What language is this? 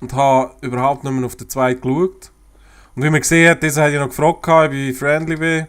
Swiss German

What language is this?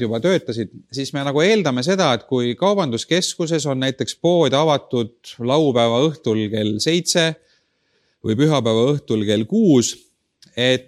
Estonian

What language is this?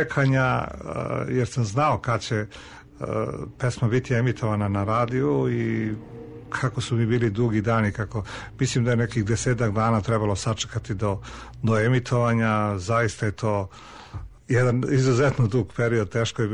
Serbian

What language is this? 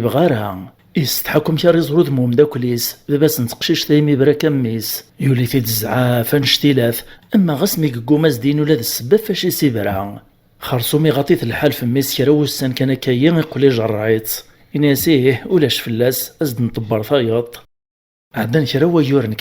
Kabyle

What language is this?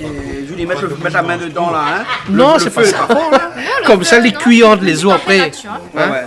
Réunion Creole French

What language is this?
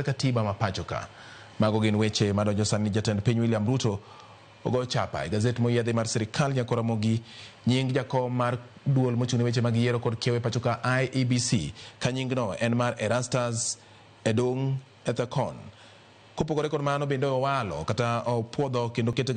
Luo (Kenya and Tanzania)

